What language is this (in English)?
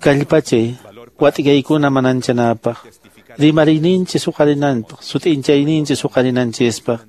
Quechua